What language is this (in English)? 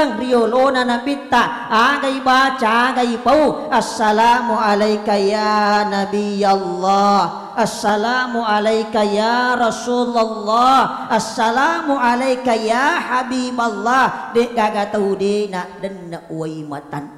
Buginese